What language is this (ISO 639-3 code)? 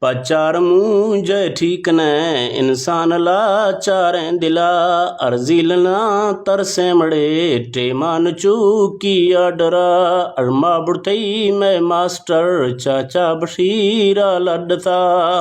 bgp